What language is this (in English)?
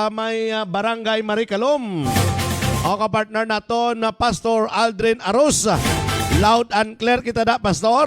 Hiligaynon